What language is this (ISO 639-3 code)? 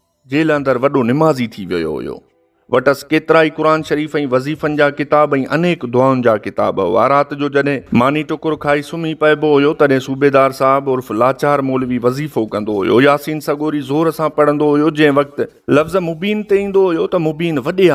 snd